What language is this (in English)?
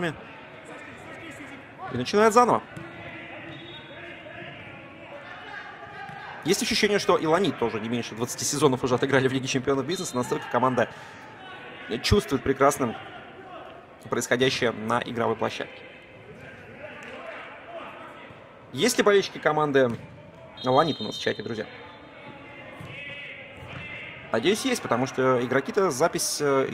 Russian